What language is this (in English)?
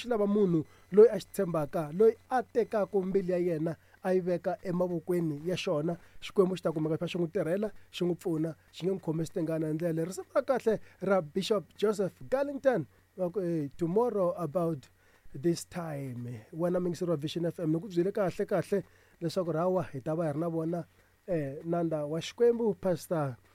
Tsonga